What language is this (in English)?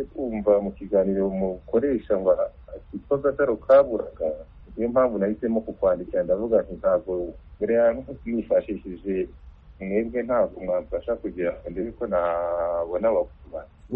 Kinyarwanda